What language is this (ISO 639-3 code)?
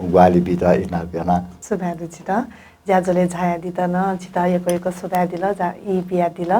new